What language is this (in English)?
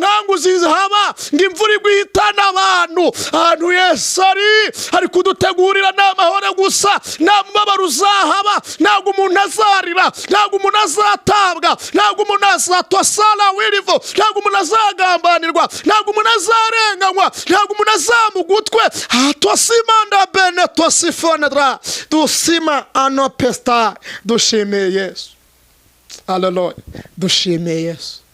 Kinyarwanda